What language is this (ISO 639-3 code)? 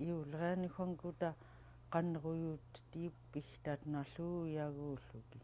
esu